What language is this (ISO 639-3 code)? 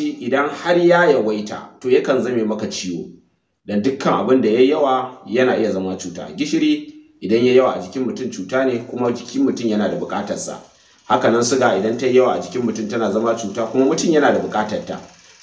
hau